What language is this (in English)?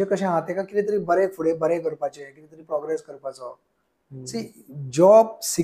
Konkani